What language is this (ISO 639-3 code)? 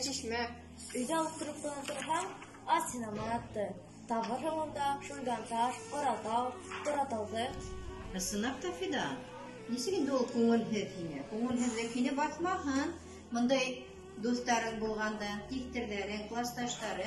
bak